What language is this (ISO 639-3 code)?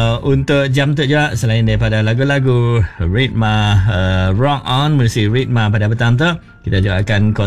msa